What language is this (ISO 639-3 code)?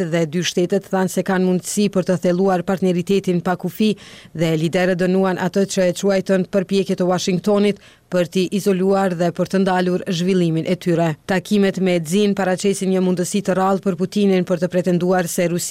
sqi